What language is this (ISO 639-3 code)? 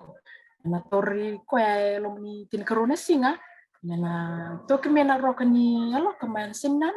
fij